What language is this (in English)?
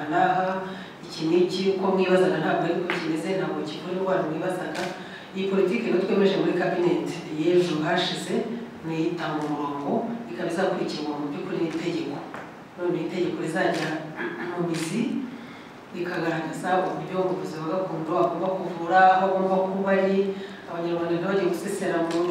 Kinyarwanda